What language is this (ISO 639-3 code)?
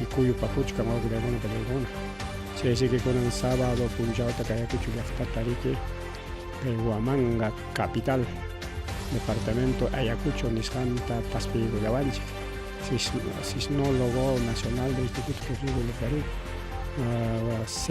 quy